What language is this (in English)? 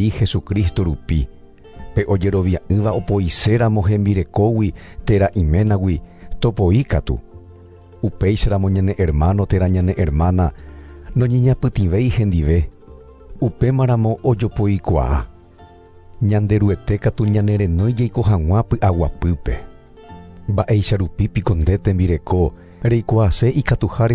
Guarani